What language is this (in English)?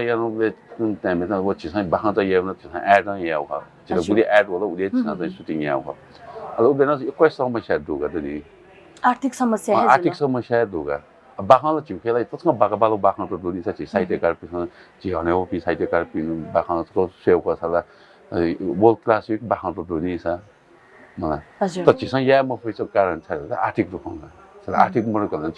Newari